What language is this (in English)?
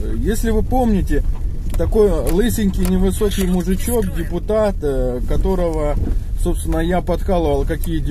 Russian